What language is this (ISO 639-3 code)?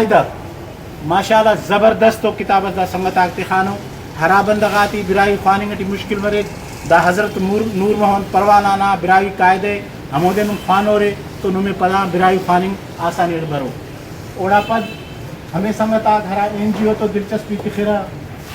brh